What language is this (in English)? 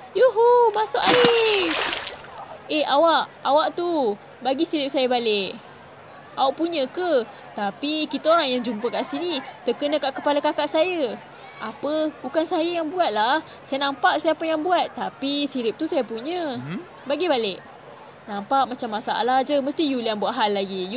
Malay